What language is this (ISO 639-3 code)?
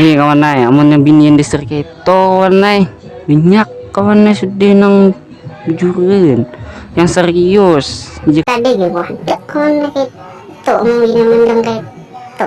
bjn